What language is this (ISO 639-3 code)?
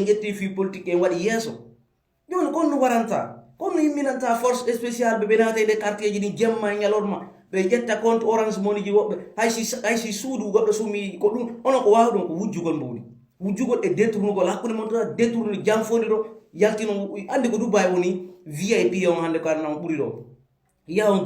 fuf